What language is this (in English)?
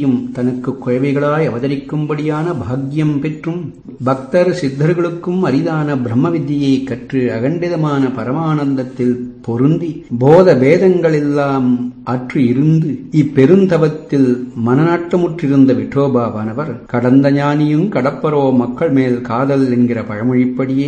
Tamil